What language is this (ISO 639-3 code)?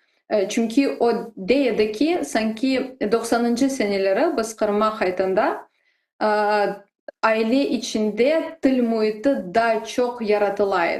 crh